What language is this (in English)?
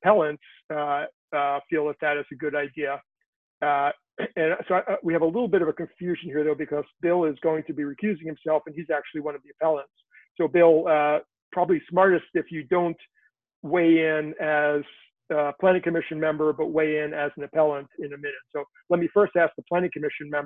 English